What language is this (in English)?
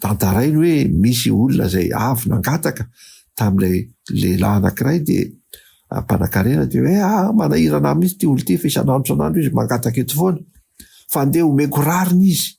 Malagasy